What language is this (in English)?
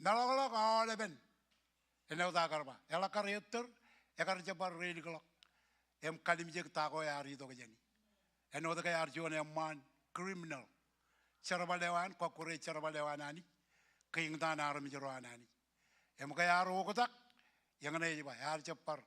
Marshallese